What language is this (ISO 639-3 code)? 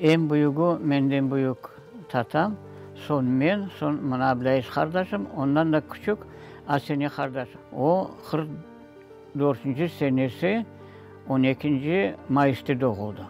crh